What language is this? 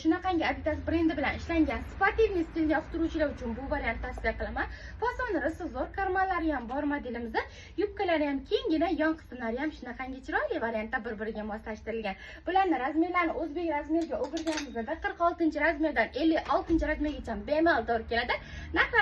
Uzbek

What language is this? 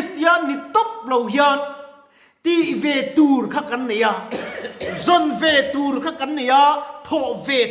Mizo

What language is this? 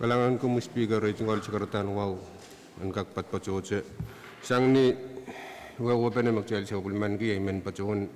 Pohnpeian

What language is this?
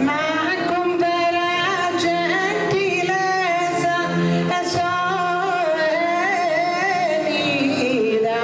Sardinian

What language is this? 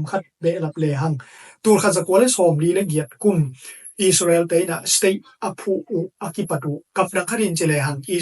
Tedim Chin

